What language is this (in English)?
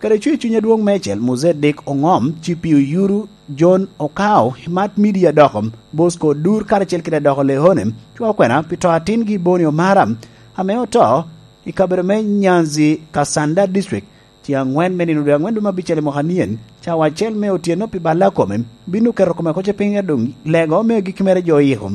Lango (Uganda)